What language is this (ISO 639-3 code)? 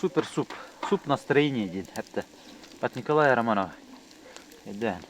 sah